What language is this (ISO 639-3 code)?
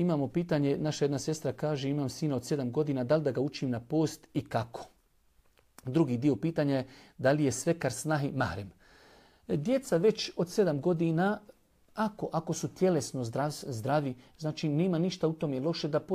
bos